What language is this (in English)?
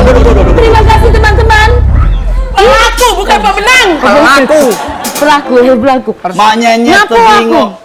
Musi